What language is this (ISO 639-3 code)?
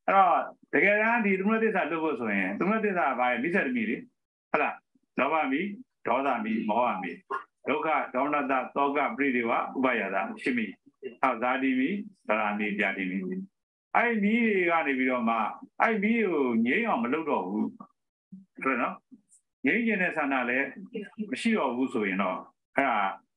mya